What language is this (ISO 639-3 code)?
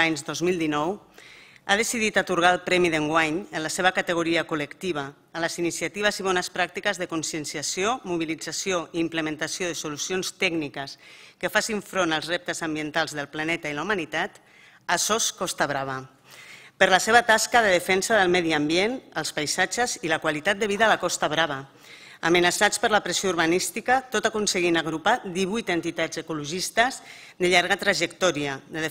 cat